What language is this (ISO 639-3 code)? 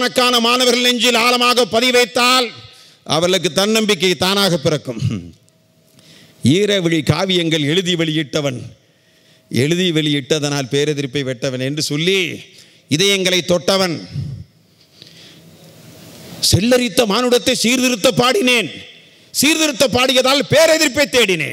tam